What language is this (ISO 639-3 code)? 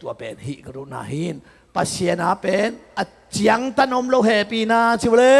ctd